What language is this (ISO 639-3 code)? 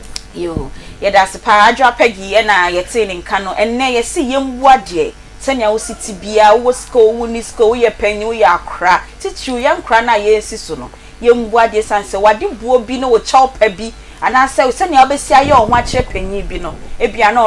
aka